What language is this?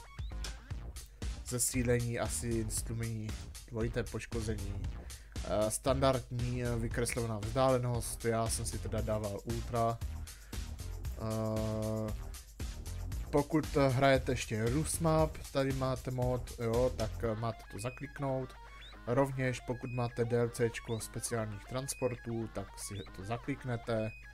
Czech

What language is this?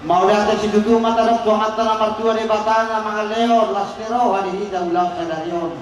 Batak Toba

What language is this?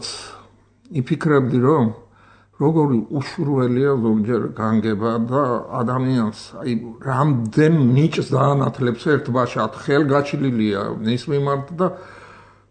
Georgian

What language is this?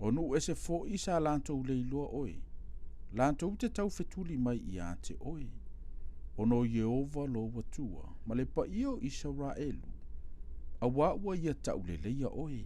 Samoan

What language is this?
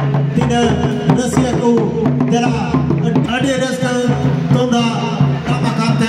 Santali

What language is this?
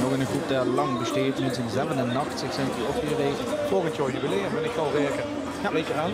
Limburgish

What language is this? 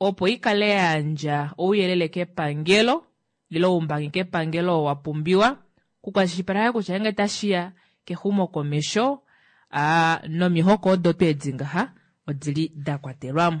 Kuanyama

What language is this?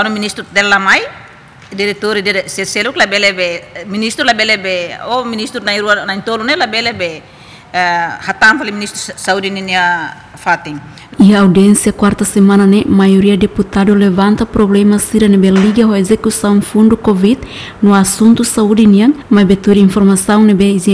Tetum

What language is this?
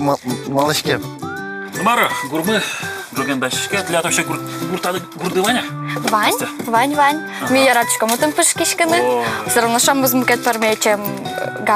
Udmurt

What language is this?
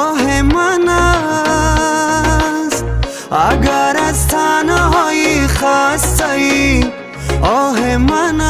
Tajik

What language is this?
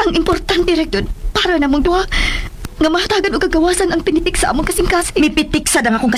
Cebuano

